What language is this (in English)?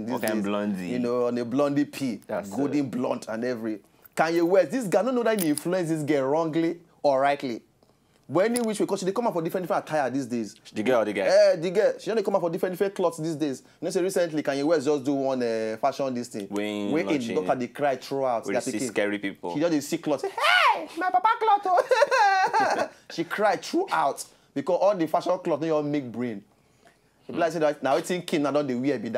Nigerian Pidgin